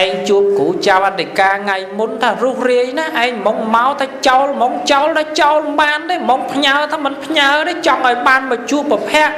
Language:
Khmer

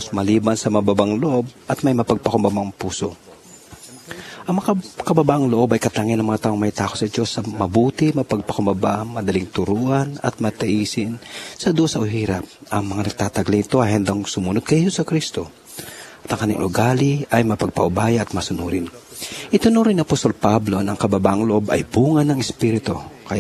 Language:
Filipino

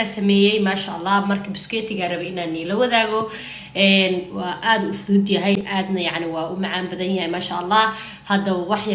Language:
Somali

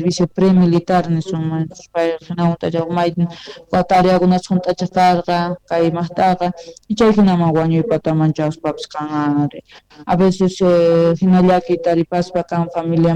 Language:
Quechua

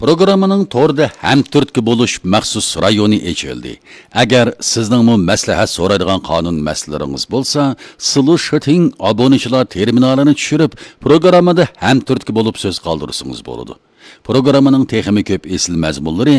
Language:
Uyghur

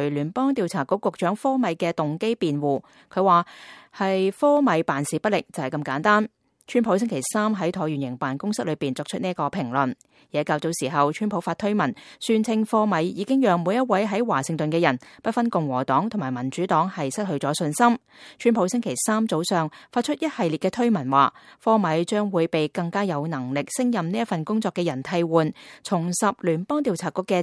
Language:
Cantonese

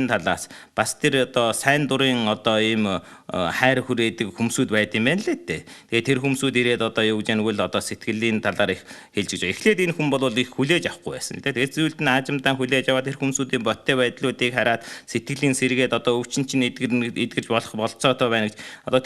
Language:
Mongolian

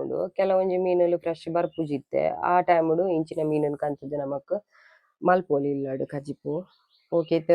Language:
Tulu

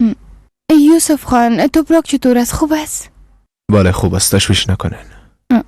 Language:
Persian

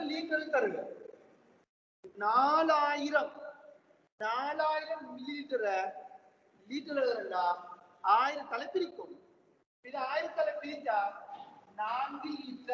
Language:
Tamil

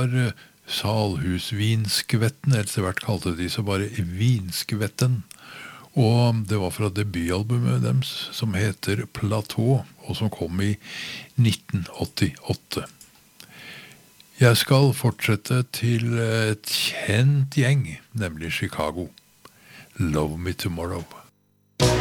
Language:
Norwegian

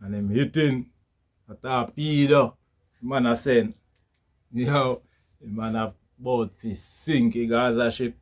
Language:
Jamaican Creole English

